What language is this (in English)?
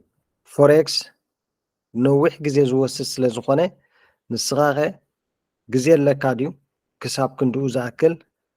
Tigrinya